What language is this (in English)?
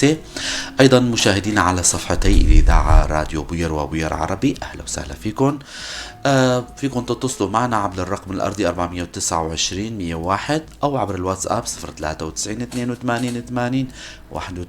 North Levantine Arabic